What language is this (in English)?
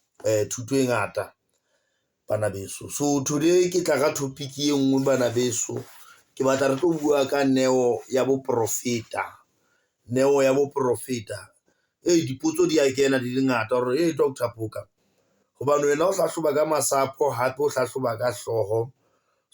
Southern Sotho